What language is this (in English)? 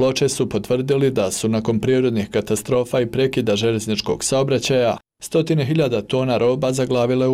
Bosnian